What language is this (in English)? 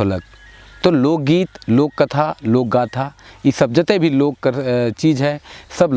Sadri